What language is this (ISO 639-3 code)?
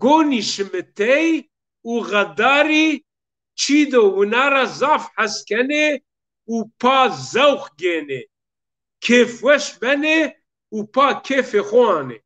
zza